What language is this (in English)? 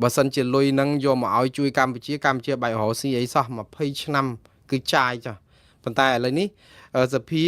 Khmer